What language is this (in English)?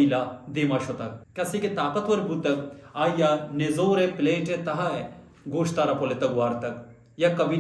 Baluchi